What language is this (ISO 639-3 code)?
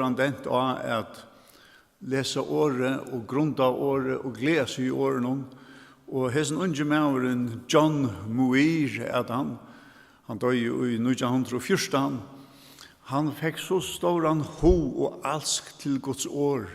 fao